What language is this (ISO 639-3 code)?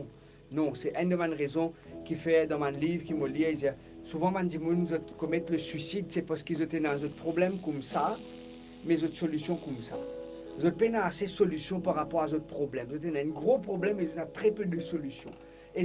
mfe